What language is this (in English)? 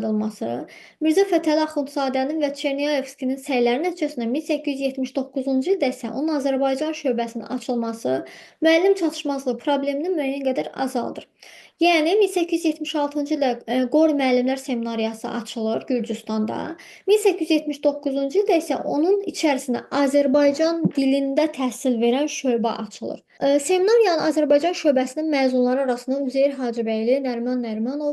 Azerbaijani